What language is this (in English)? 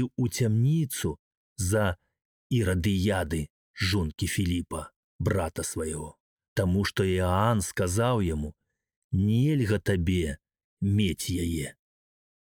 Belarusian